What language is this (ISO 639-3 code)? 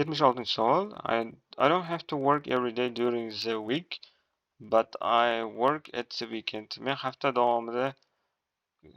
uzb